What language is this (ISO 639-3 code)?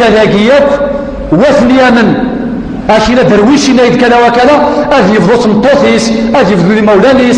kab